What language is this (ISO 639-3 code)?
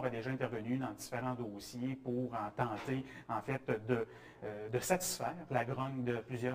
fra